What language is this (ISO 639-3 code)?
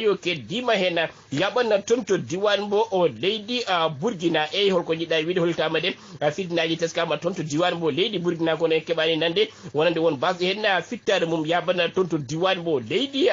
ful